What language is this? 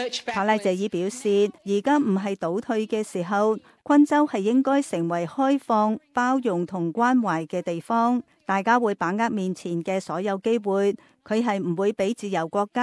Cantonese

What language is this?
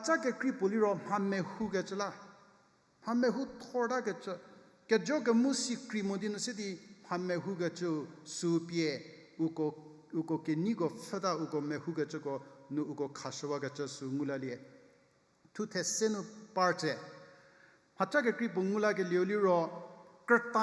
Angami Naga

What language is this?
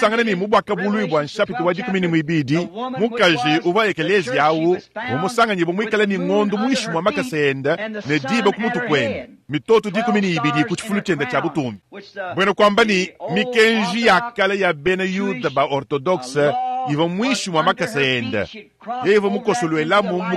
Luba-Lulua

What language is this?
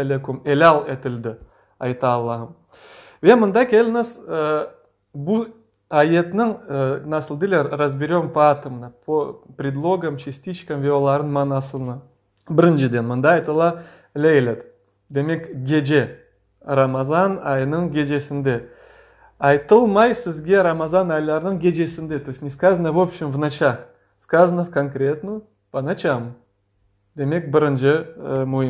Crimean Tatar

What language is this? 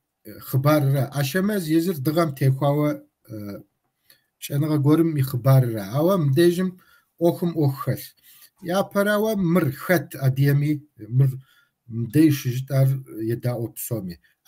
Kabardian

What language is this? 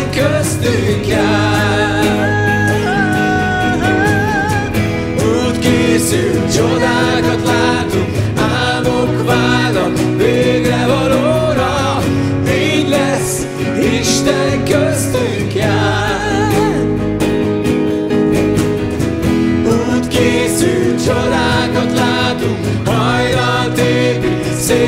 Hungarian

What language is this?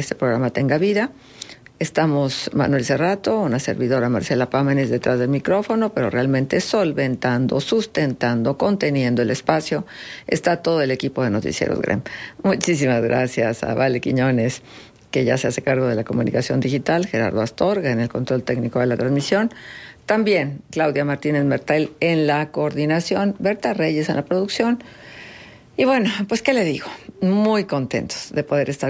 Spanish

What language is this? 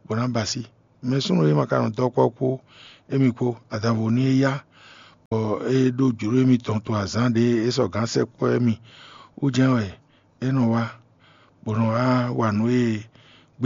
Fon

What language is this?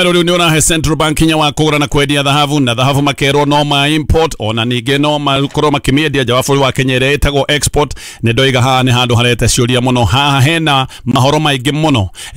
Kikuyu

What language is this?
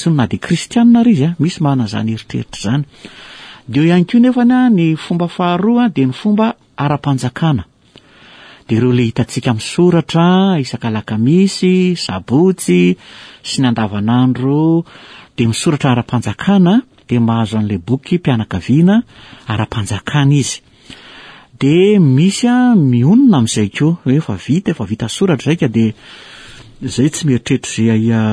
Malagasy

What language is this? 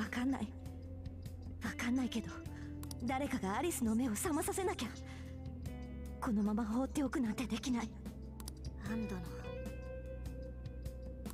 Japanese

